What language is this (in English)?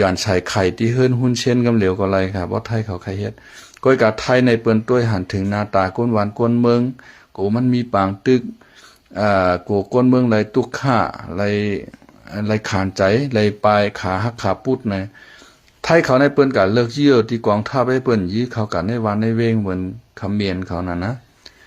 Shan